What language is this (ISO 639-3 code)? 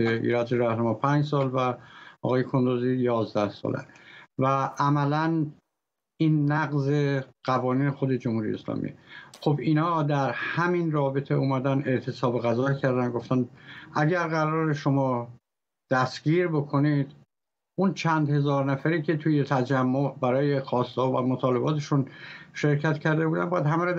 fas